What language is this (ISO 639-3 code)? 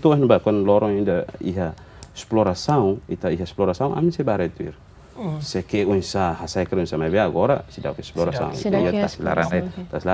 tet